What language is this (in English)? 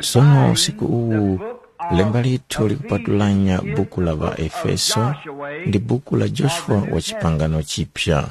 Tumbuka